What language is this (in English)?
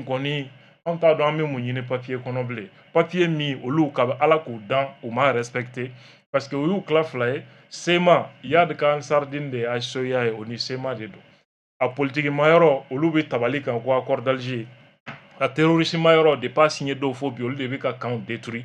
Bambara